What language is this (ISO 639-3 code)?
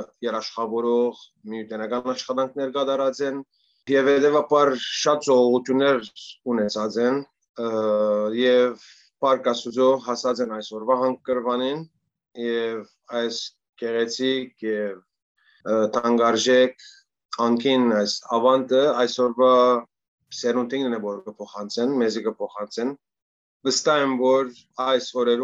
hyw